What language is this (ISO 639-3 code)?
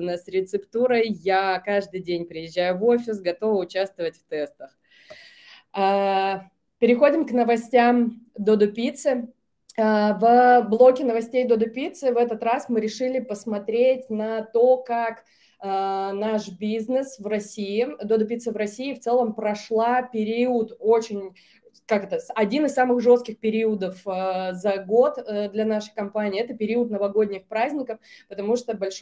rus